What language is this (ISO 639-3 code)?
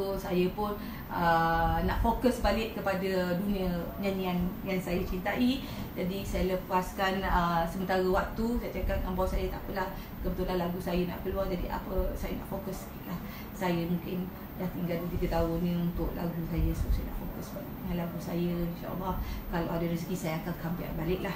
msa